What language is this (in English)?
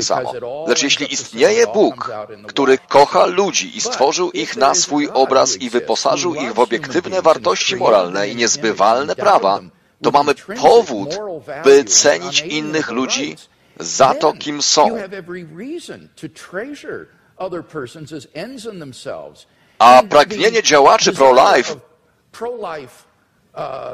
Polish